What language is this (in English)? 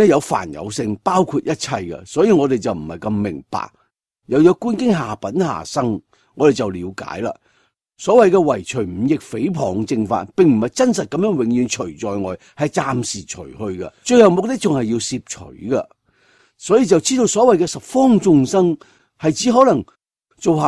Cantonese